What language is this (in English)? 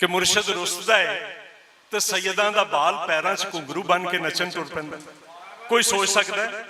Western Panjabi